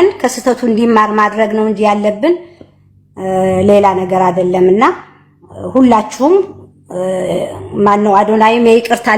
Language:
Amharic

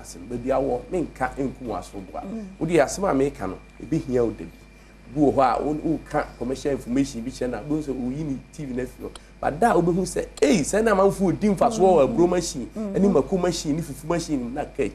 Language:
Akan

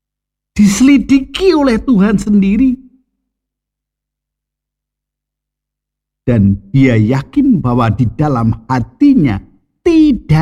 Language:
Indonesian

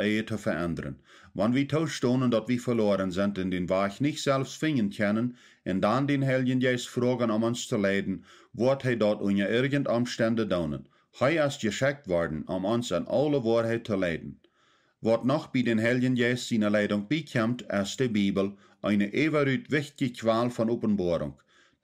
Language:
Plautdietsch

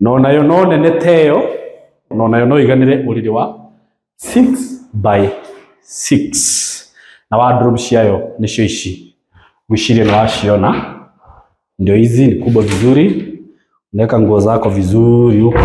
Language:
Kikuyu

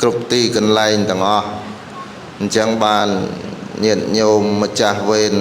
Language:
Khmer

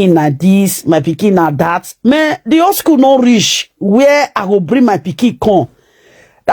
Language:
Nigerian Pidgin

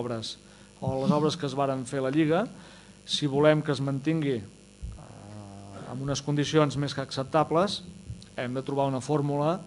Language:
Catalan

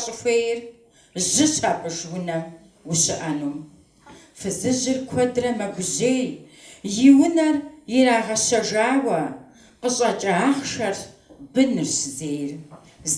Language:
Kabardian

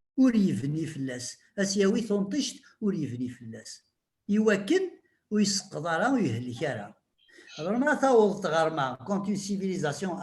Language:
Kabyle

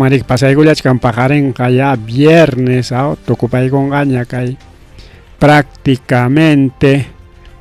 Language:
Ayacucho Quechua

